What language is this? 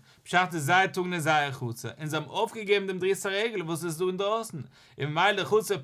Yiddish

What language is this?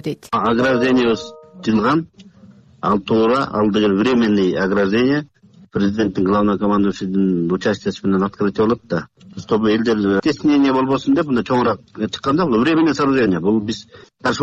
Kyrgyz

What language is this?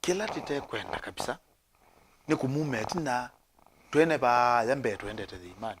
Kamba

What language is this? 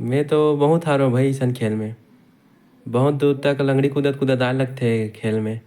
Chhattisgarhi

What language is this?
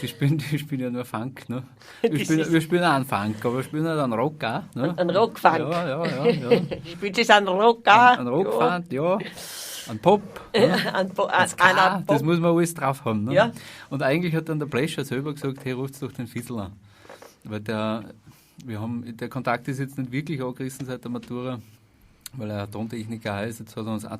Bavarian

